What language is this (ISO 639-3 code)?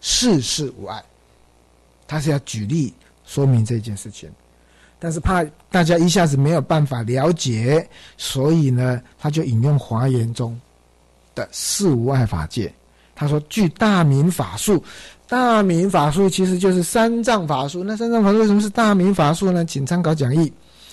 zho